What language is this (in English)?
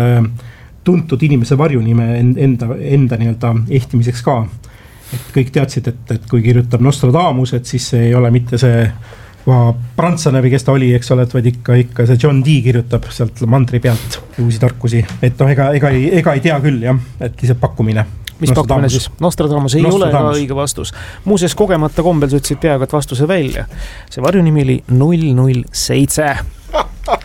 Estonian